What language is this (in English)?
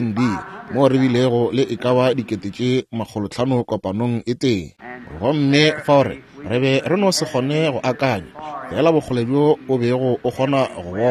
Northern Sotho